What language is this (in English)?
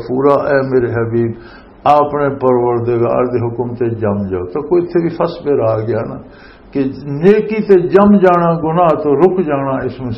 Western Panjabi